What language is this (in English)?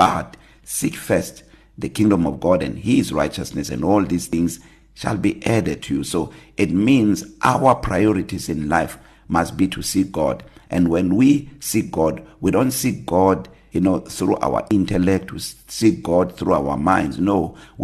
English